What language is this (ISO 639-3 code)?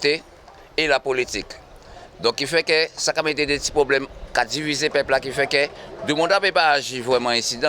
gcf